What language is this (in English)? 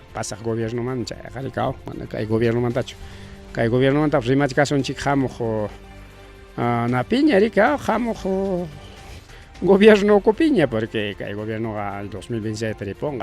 Ayacucho Quechua